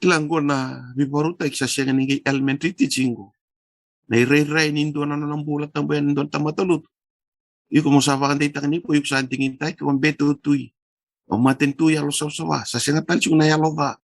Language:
Fijian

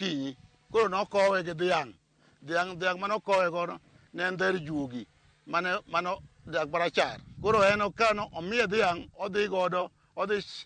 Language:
Luo (Kenya and Tanzania)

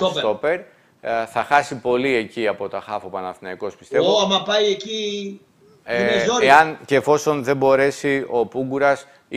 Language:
Greek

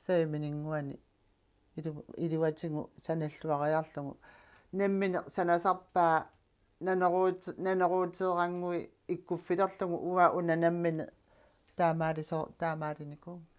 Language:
Kalaallisut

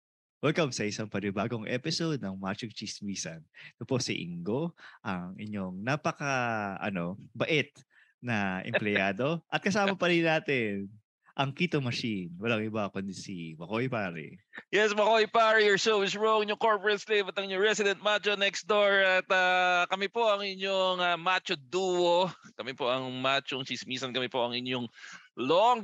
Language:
Filipino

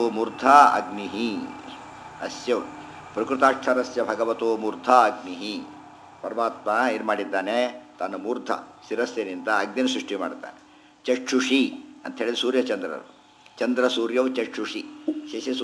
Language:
Kannada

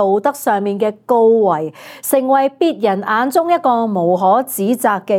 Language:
Cantonese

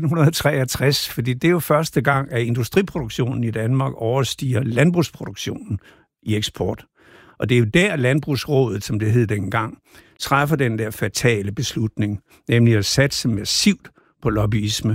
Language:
Danish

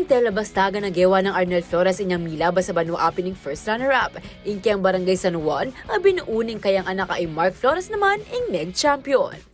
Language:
Pampanga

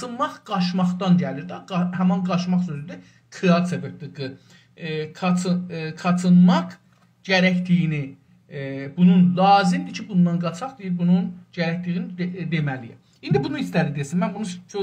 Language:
South Azerbaijani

